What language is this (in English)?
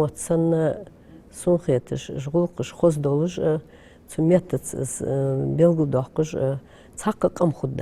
Ingush